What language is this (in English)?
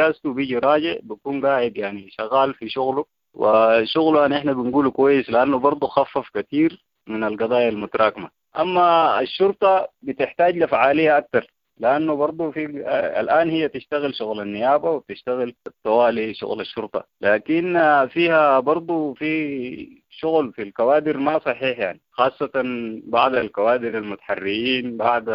Sudanese Arabic